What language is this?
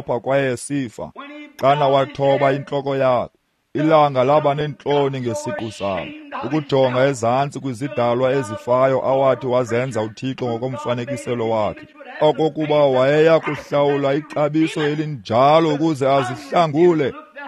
Xhosa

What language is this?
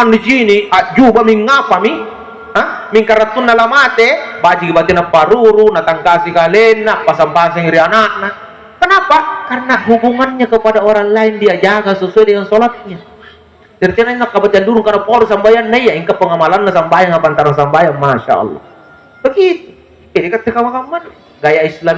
Makasar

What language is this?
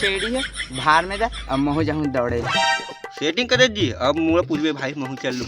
Chhattisgarhi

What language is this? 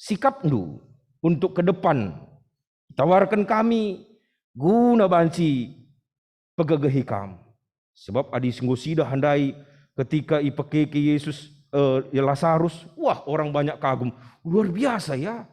Batak Karo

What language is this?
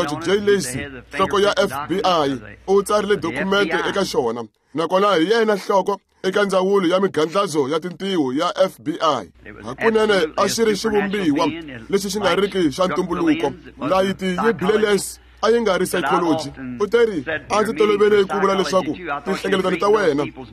Tsonga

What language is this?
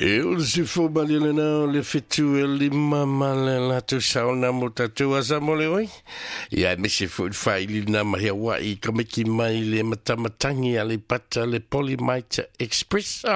Samoan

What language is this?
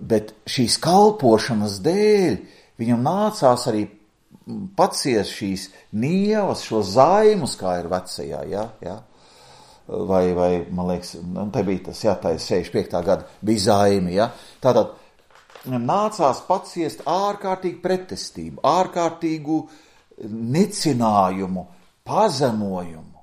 Latvian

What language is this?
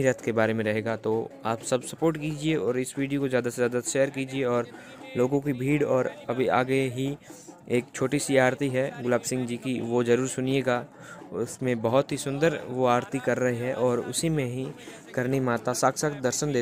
Hindi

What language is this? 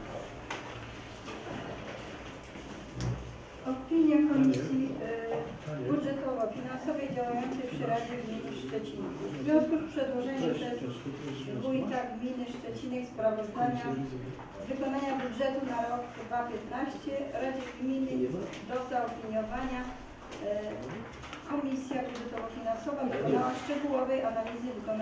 Polish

